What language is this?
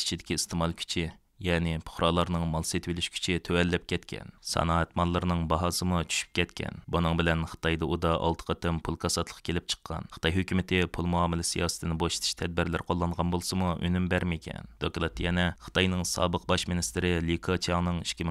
Uyghur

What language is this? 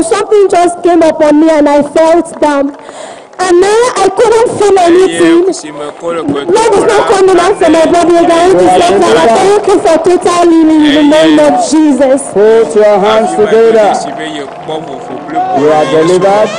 Ewe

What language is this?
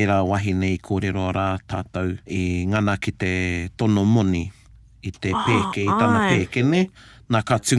Māori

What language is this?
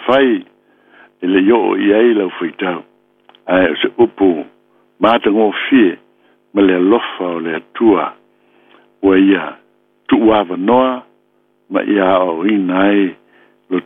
Samoan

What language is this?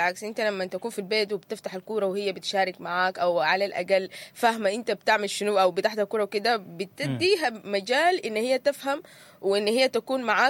Sudanese Arabic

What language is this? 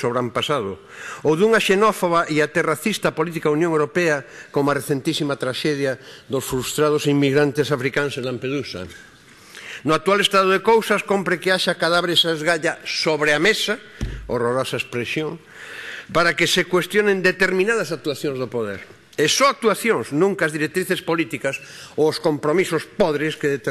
Galician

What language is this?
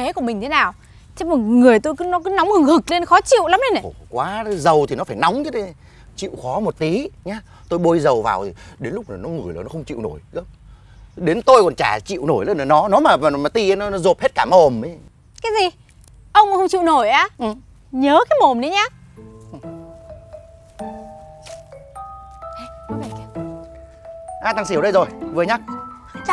Vietnamese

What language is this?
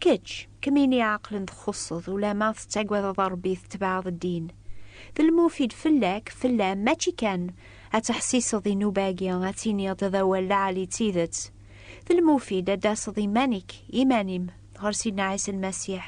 Kabyle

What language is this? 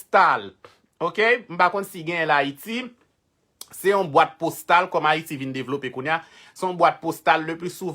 Haitian Creole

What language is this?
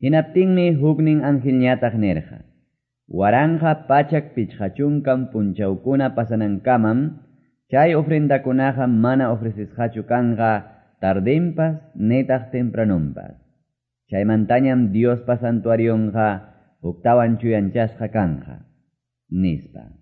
Quechua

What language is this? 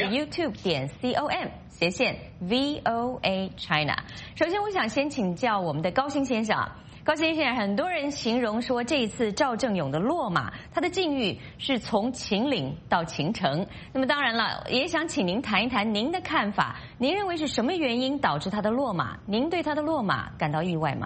Chinese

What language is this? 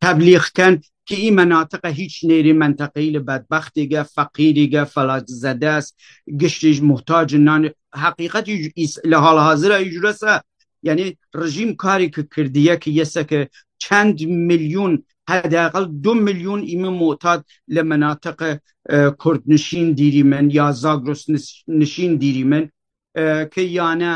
Kurdish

